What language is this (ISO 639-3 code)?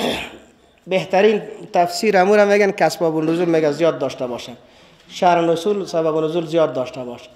fas